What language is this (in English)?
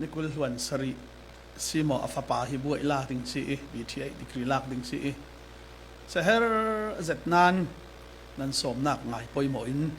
Falam Chin